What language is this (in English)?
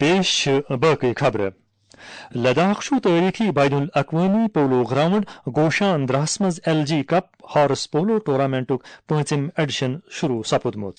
Kashmiri